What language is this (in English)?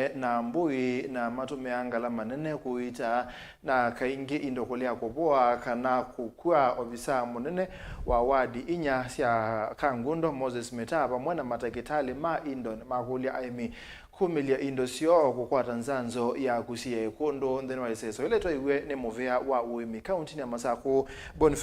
Kamba